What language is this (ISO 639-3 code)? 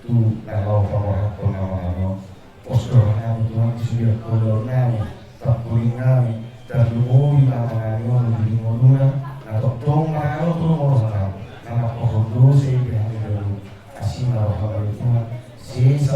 bbc